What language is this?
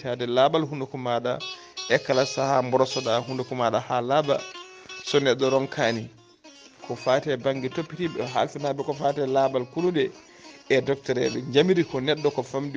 Fula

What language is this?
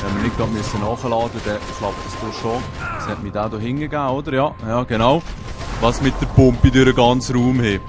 Swiss German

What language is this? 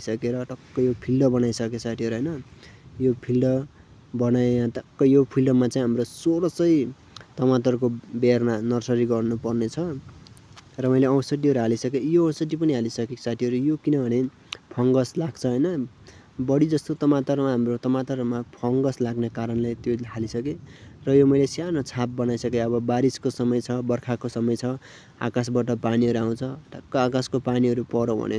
Nepali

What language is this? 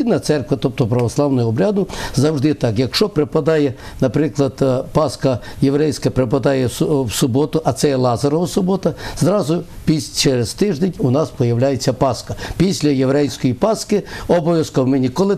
Ukrainian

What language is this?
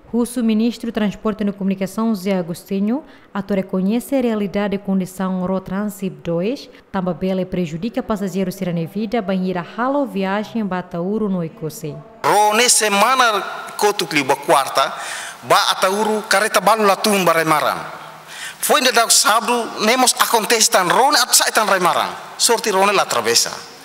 Tetum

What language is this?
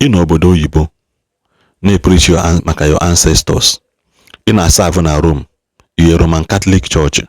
Igbo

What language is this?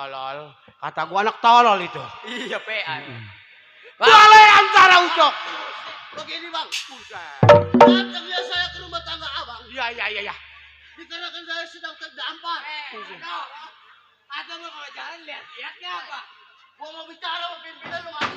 Betawi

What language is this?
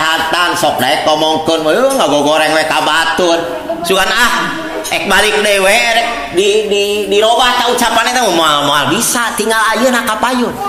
Sundanese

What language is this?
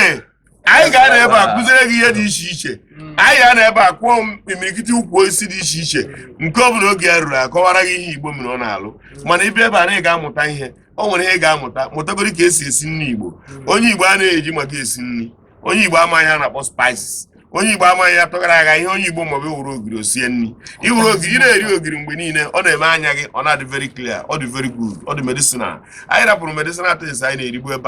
Igbo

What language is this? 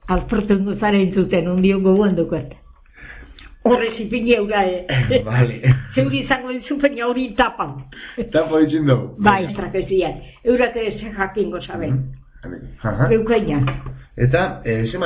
Basque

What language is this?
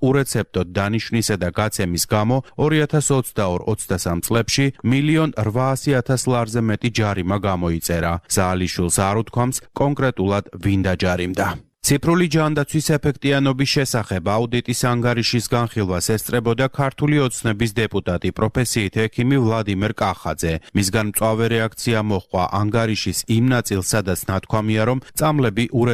Georgian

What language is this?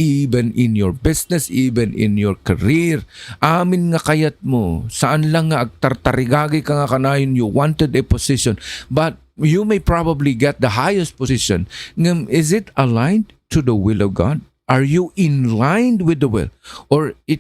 Iloko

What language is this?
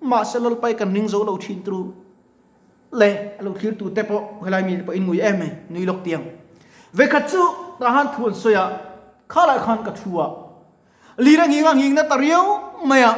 Mizo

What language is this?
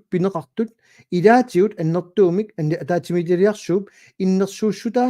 Kalaallisut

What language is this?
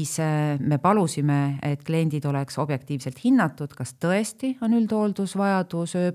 Estonian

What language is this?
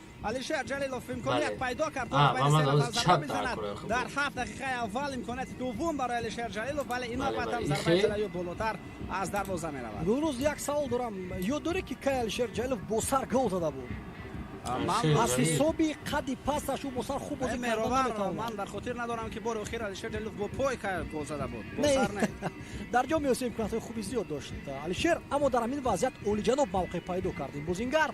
Tajik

